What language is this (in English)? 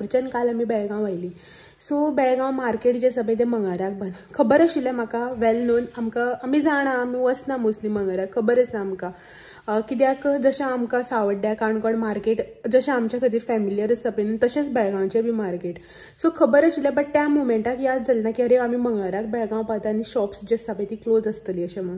Konkani